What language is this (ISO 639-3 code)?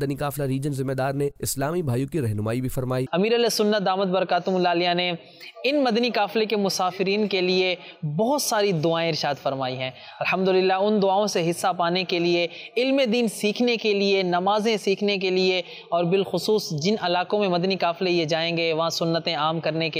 urd